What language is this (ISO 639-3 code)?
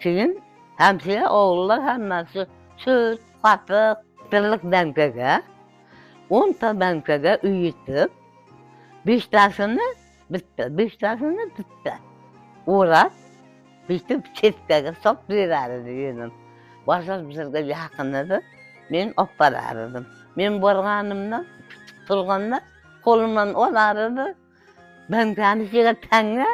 crh